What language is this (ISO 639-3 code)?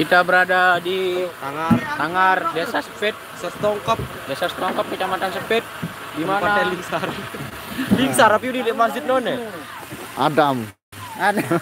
sas